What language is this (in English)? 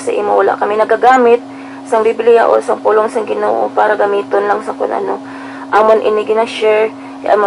Hiligaynon